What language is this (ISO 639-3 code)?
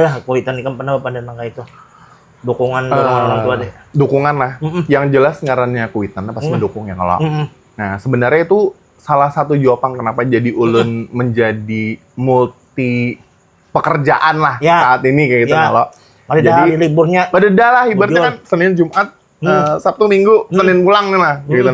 bjn